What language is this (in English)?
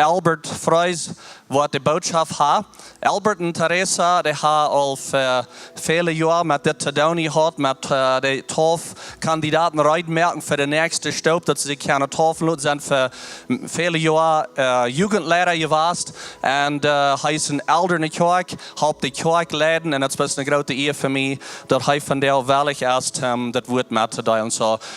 Plautdietsch